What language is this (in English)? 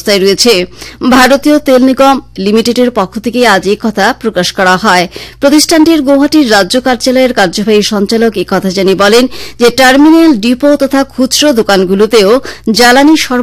Bangla